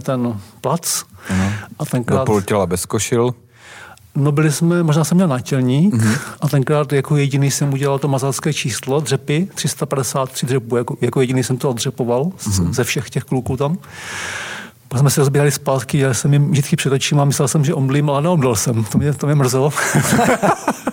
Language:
Czech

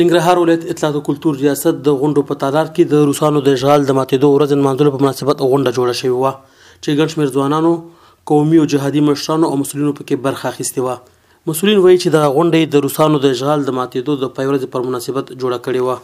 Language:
Pashto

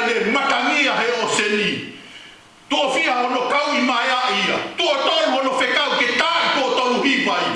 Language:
Tongan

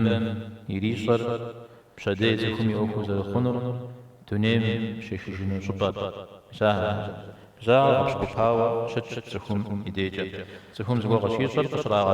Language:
Kabardian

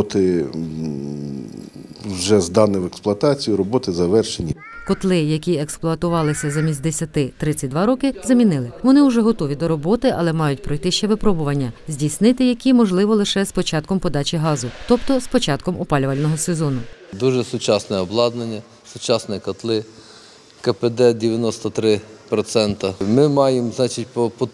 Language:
Ukrainian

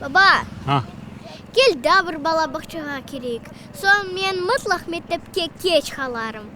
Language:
Crimean Tatar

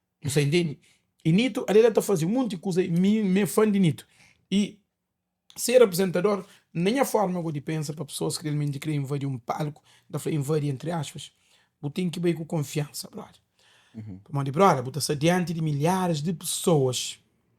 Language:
Kabuverdianu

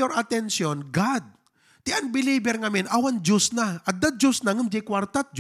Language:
Iloko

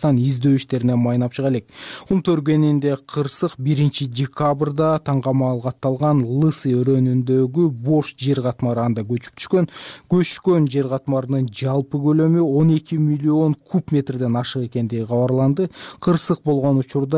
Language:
Kyrgyz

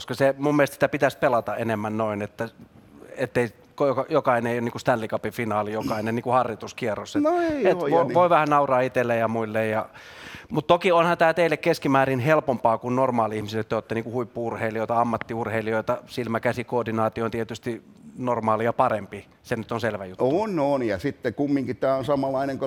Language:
Finnish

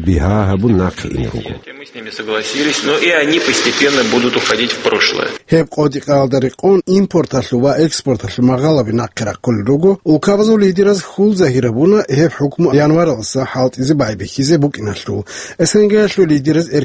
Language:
Avaric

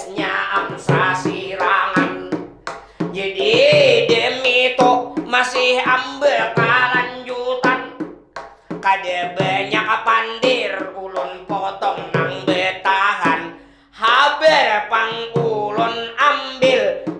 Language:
Banjar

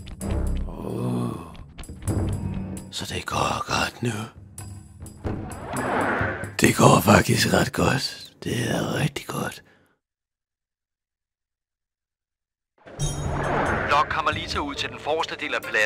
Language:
Danish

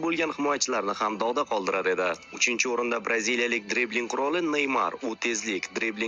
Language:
Uzbek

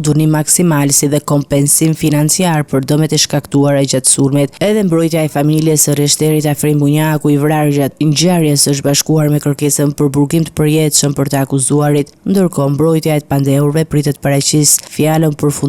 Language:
Albanian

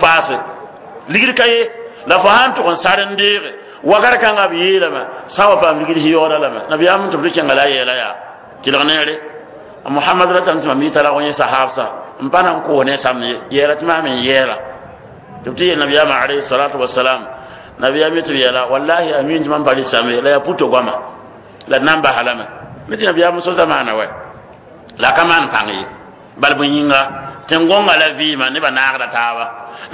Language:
Mossi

